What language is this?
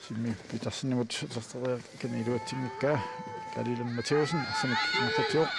Kalaallisut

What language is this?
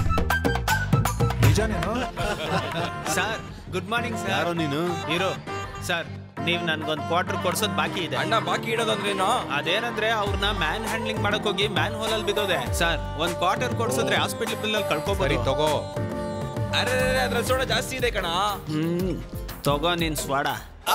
Kannada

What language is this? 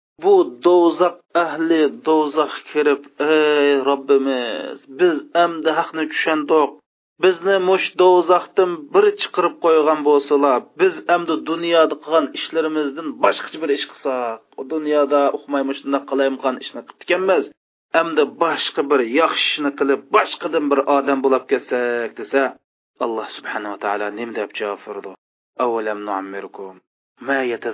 Uyghur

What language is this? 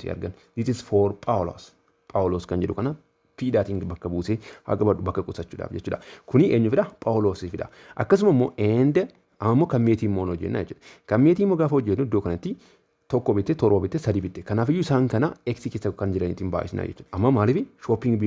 Oromo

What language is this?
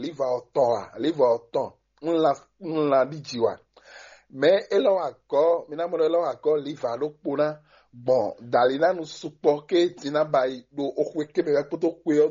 Fon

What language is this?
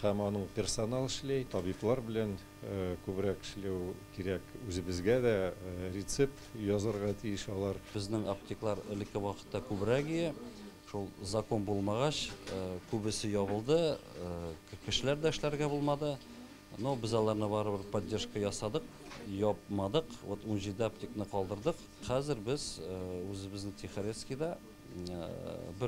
Tatar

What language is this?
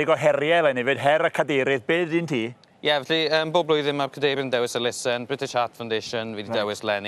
Welsh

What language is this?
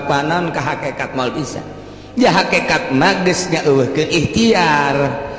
Sundanese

